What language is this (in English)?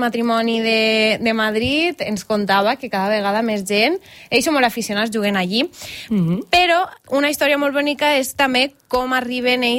Catalan